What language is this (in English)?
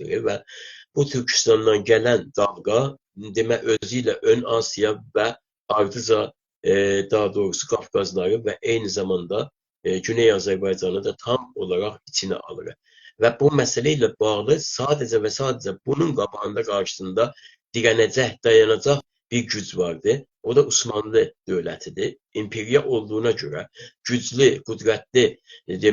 South Azerbaijani